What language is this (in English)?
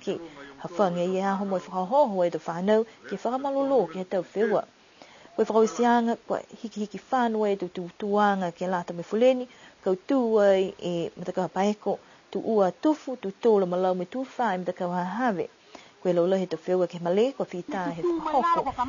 Niuean